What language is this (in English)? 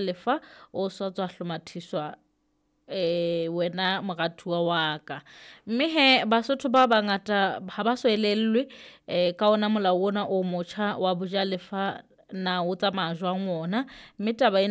Southern Sotho